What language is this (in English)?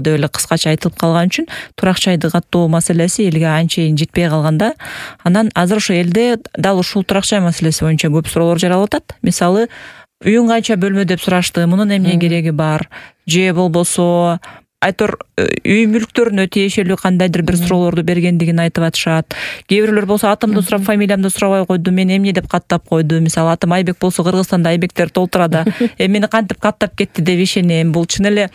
Kyrgyz